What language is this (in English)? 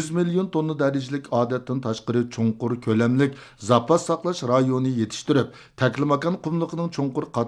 Uyghur